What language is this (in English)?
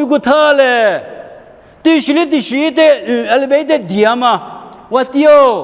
Lisu